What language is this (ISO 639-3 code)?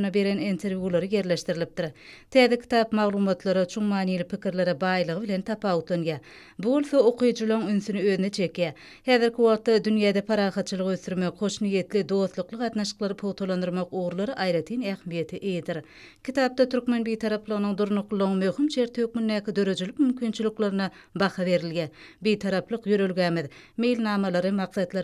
tuk